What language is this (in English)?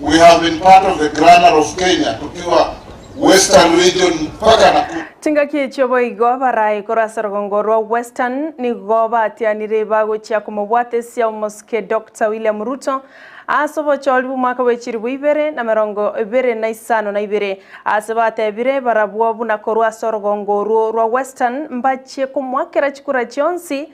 Gusii